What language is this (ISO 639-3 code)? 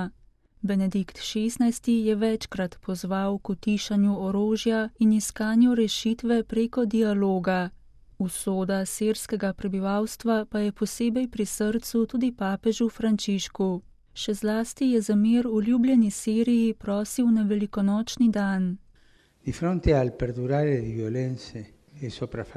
slv